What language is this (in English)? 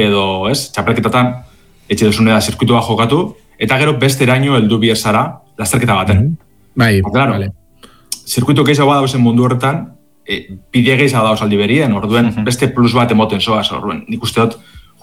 Basque